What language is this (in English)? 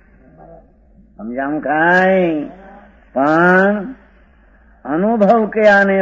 Gujarati